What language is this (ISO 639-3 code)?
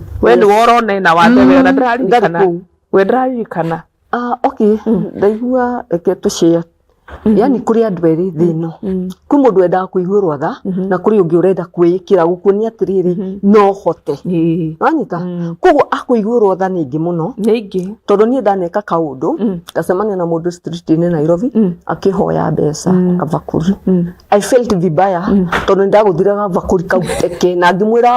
kik